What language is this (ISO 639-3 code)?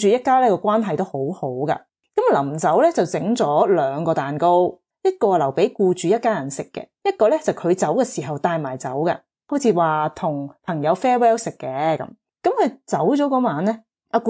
yue